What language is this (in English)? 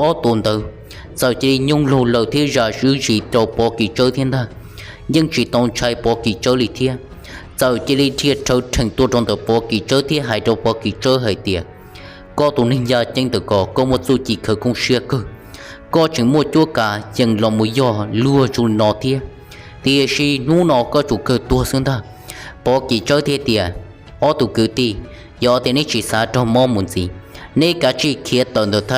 Hmong